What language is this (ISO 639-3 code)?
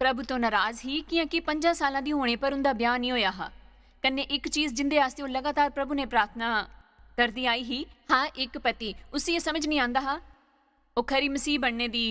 doi